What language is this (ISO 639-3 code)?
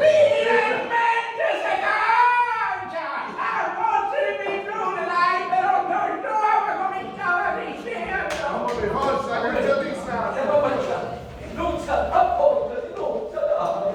scn